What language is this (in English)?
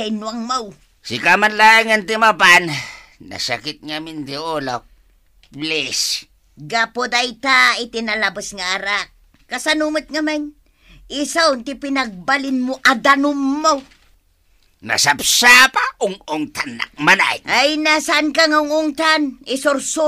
Iloko